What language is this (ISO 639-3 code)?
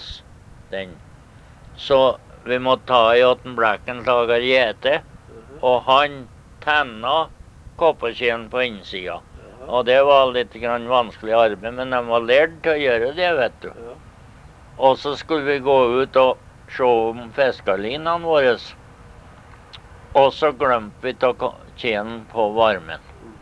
nor